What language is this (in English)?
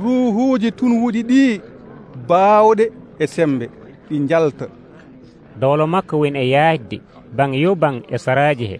Nigerian Fulfulde